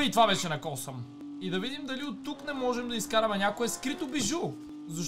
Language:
Bulgarian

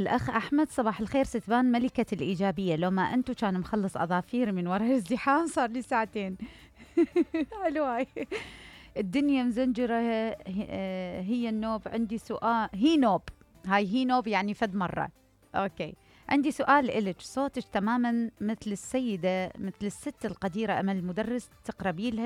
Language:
Mesopotamian Arabic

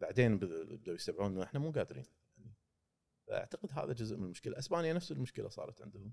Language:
Gulf Arabic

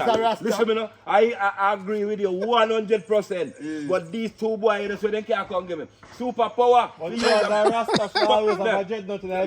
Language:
Jamaican Creole English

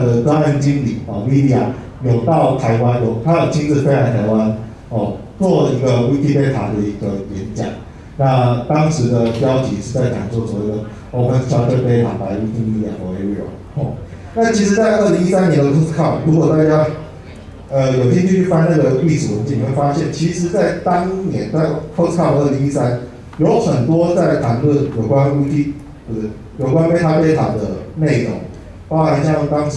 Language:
Chinese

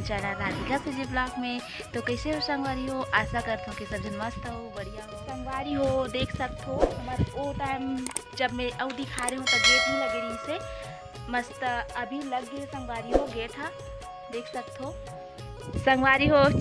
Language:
Chhattisgarhi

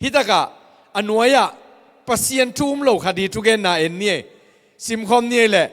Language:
Tedim Chin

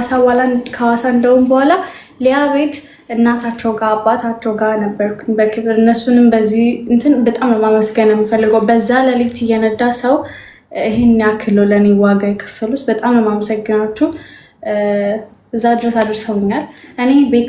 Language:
Amharic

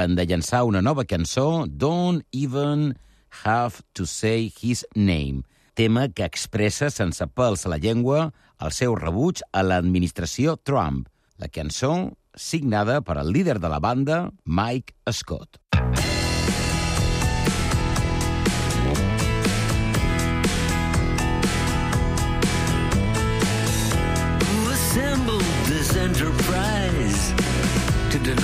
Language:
Catalan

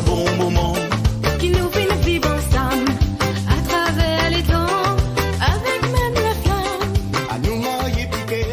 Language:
Morisyen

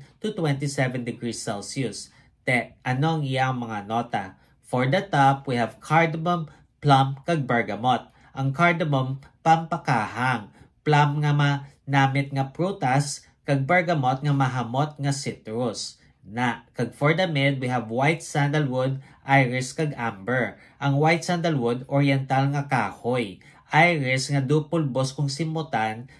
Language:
Hiligaynon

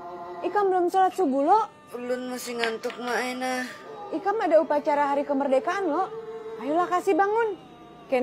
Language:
Banjar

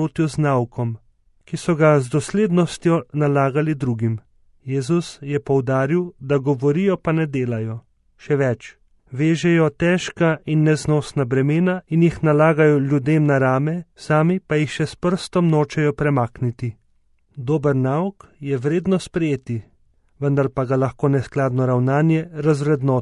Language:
Slovenian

